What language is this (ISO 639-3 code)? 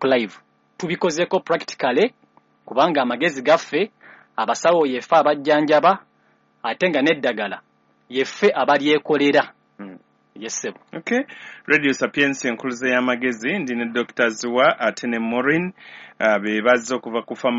lug